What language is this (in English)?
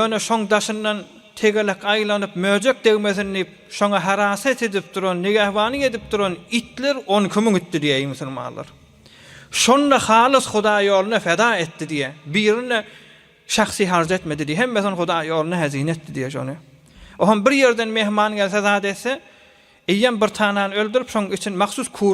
Turkmen